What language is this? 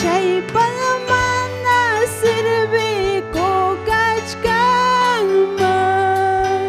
Ayacucho Quechua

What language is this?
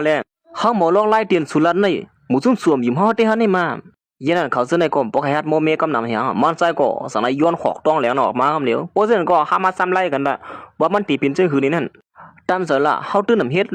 Shan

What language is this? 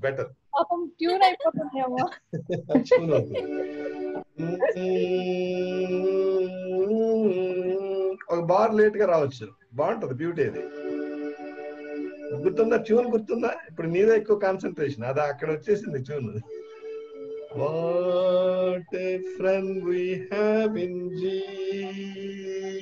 Telugu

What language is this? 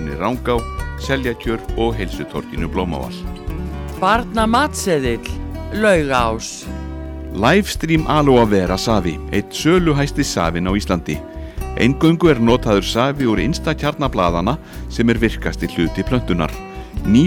Icelandic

